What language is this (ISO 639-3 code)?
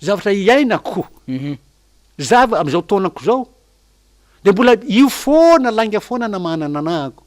mlg